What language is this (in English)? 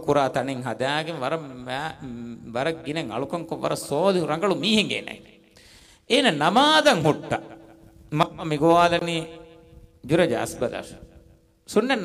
Divehi